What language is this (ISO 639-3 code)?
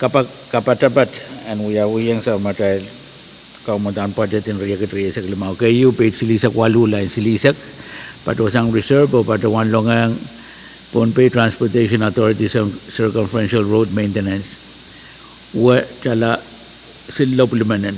pon